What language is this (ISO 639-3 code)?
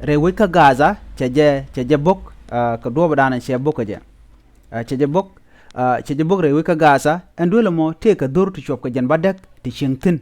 nus